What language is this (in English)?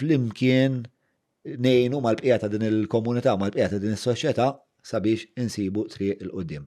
Maltese